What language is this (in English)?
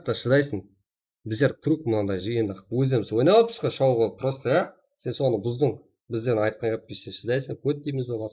Kara-Kalpak